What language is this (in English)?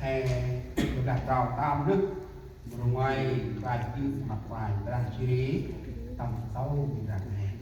Central Mnong